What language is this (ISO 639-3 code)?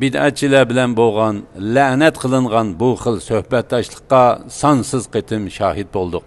uig